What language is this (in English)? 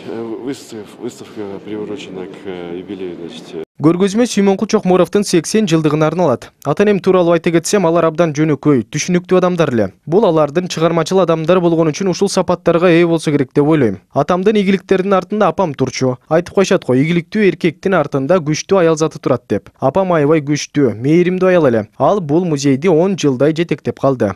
Kyrgyz